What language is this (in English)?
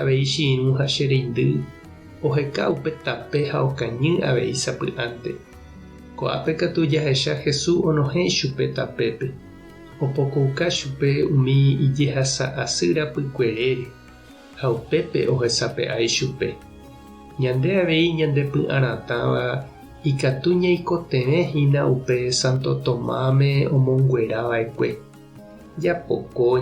Guarani